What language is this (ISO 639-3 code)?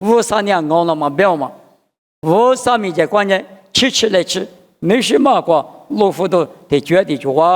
lis